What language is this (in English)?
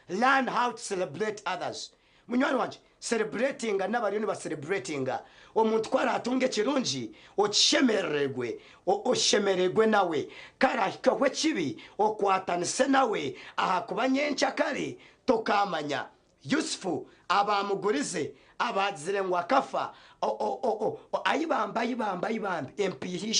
Nyankole